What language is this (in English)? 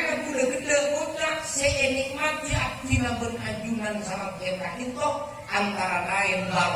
Madurese